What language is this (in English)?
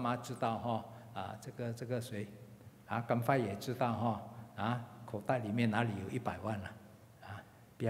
Chinese